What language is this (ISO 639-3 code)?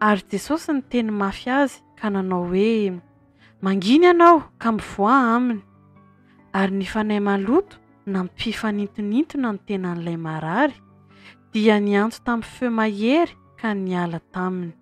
mlg